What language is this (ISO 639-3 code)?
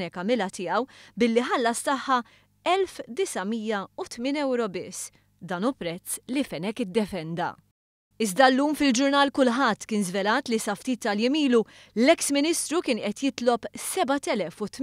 mlt